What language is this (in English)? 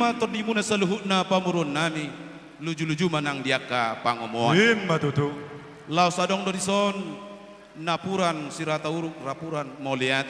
Batak Toba